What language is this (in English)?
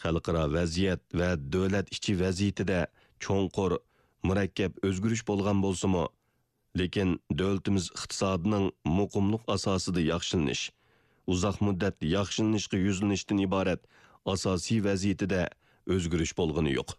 Uyghur